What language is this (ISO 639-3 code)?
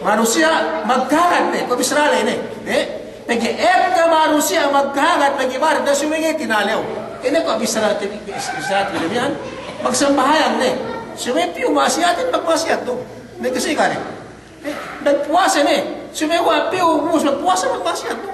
yka